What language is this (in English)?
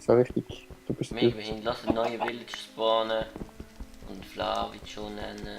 Swiss German